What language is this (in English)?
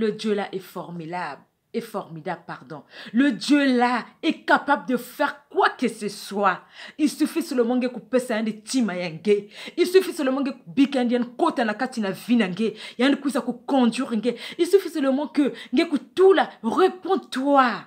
Kituba (Democratic Republic of Congo)